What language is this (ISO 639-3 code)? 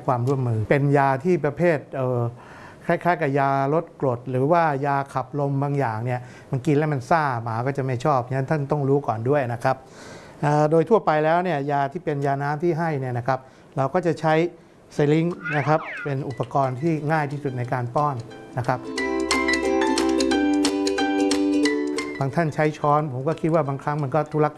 tha